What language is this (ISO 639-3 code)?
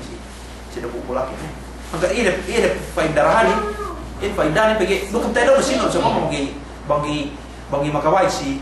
yka